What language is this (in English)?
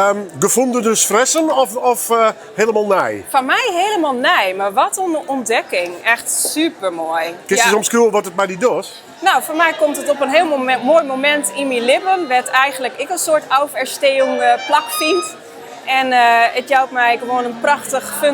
Western Frisian